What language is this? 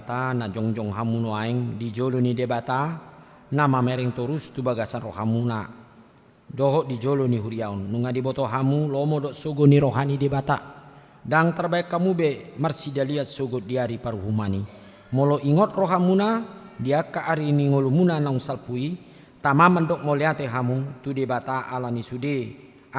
Batak Toba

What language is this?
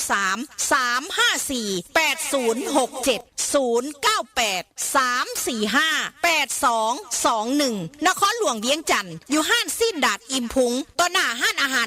Northeastern Thai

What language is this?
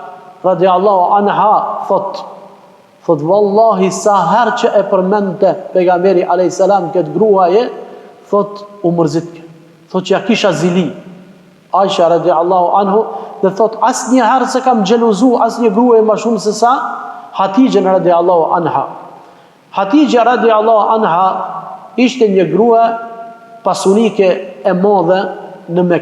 Albanian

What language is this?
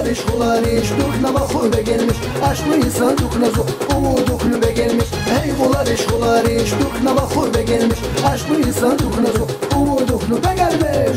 Tabassaran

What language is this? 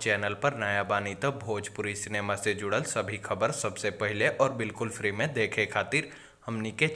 Bhojpuri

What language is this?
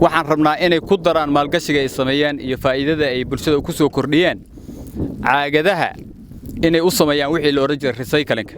Somali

